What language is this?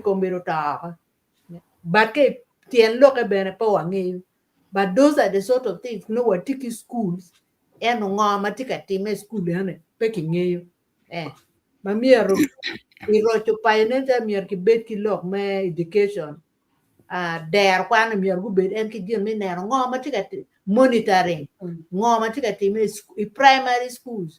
Acoli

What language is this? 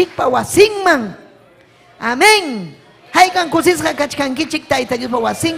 Ayacucho Quechua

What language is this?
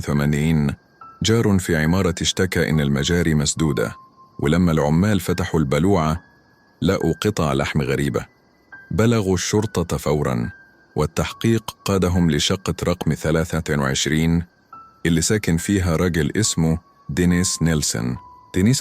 Egyptian Arabic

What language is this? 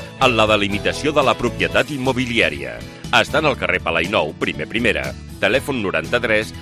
Catalan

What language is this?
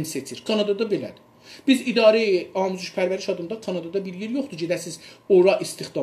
South Azerbaijani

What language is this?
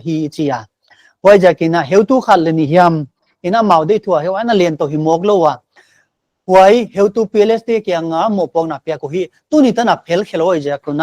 Paite Chin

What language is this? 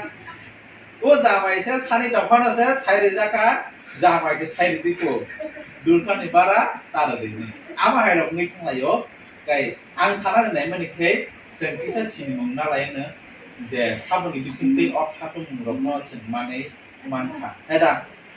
Kok Borok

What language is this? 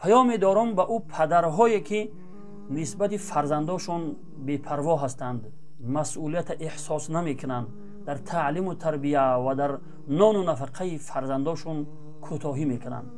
Tajik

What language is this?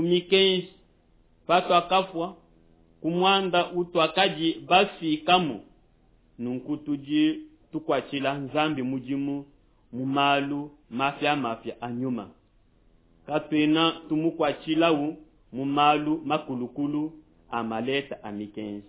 Luba-Lulua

